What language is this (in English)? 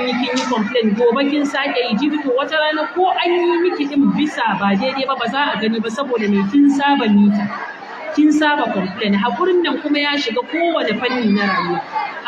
Hausa